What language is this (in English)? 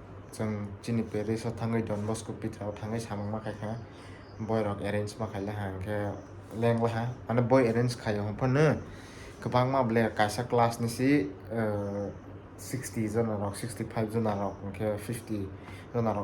Kok Borok